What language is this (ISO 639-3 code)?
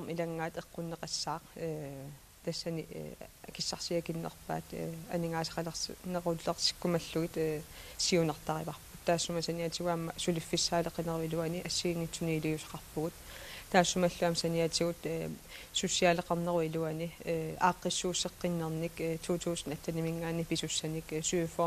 kal